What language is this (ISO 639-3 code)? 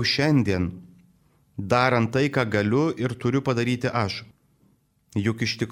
lit